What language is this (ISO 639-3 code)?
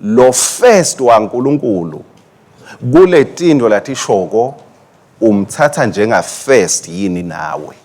ssw